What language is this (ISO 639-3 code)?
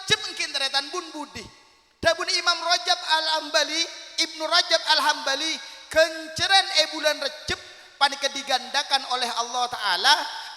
mad